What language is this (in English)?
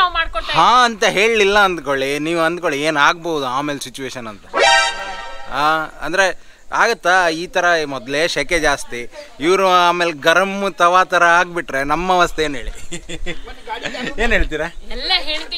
Kannada